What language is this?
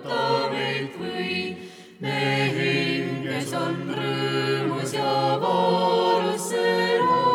Estonian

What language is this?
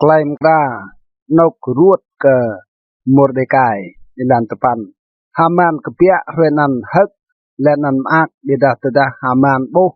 Rade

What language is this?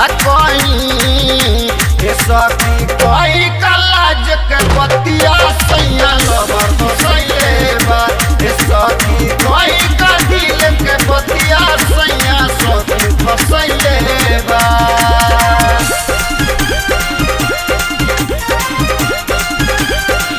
Bhojpuri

